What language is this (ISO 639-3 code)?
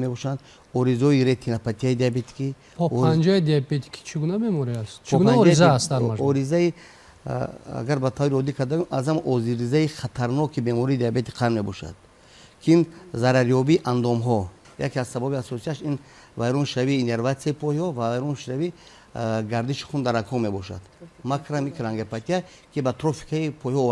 tgk